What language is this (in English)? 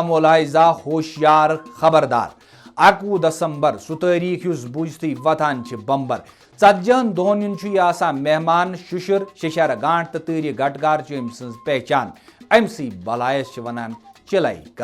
Kashmiri